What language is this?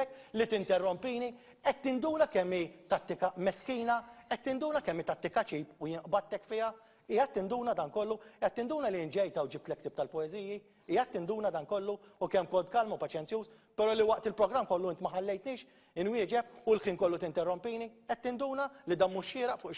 Maltese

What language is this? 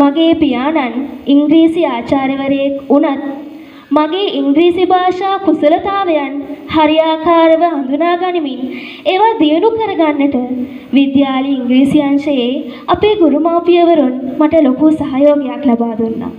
Sinhala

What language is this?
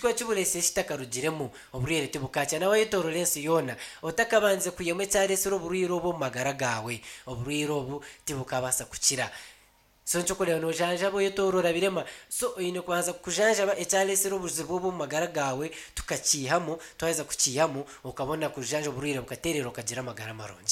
Nyankole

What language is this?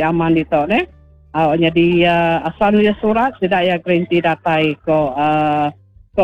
Iban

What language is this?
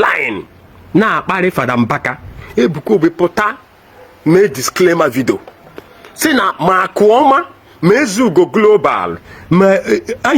Igbo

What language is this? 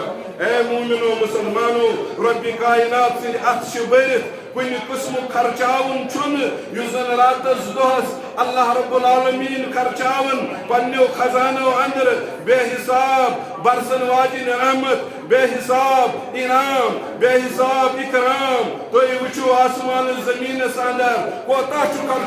Kashmiri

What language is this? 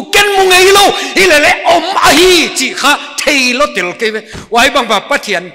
Paite Chin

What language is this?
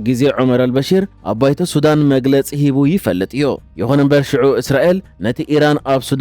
Tigrinya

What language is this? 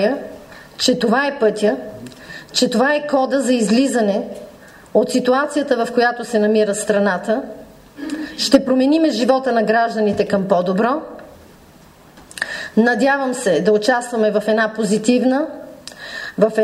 Bulgarian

